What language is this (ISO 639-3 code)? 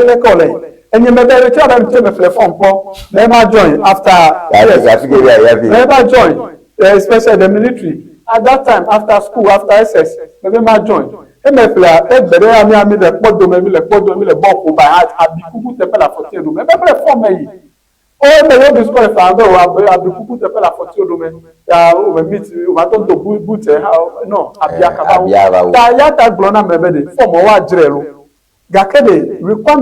ewe